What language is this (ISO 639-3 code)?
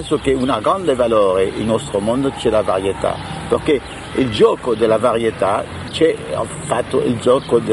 ita